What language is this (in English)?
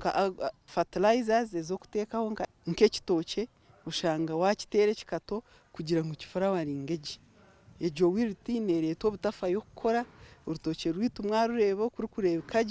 Nyankole